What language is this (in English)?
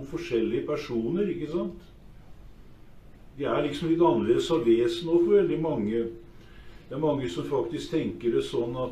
Norwegian